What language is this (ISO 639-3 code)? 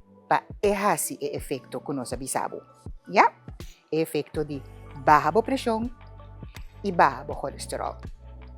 pap